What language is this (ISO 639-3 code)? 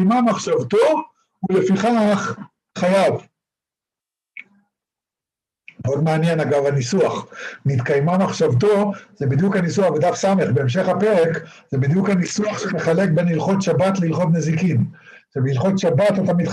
heb